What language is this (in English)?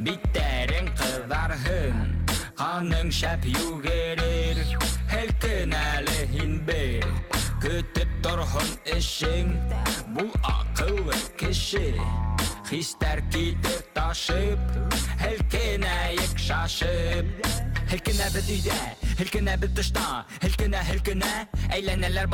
Bashkir